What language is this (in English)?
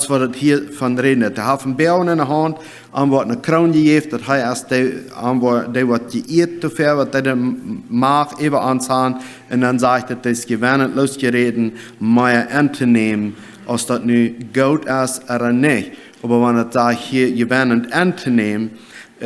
Plautdietsch